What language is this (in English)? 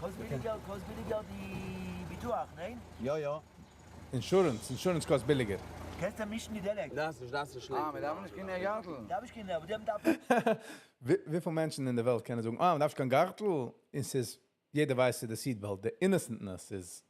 Yiddish